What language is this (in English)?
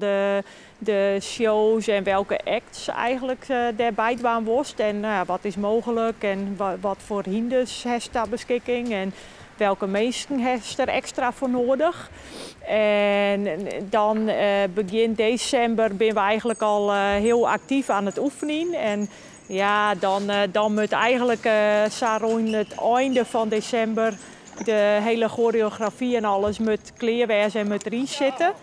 Western Frisian